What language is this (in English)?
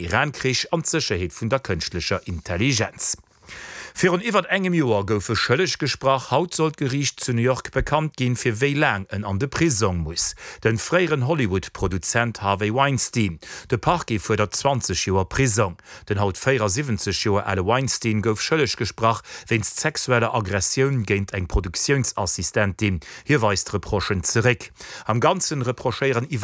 Luxembourgish